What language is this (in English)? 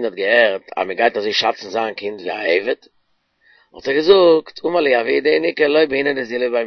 Yiddish